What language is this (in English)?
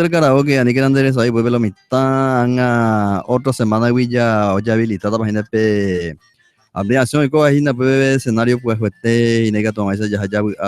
Guarani